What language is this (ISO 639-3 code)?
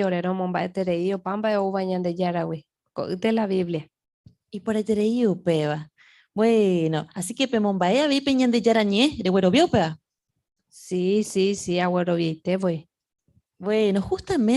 grn